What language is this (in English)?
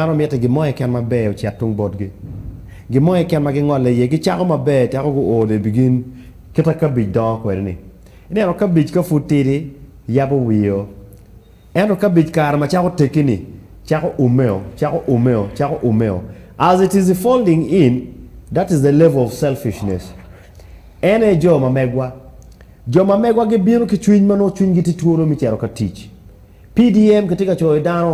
Acoli